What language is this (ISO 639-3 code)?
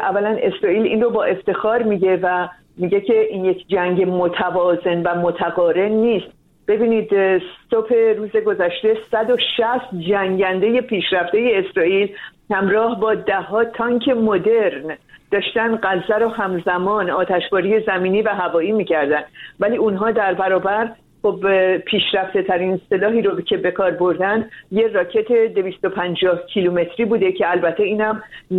fas